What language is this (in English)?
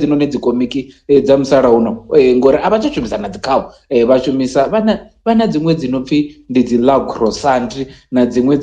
Venda